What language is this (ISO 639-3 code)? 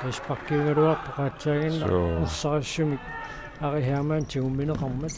kal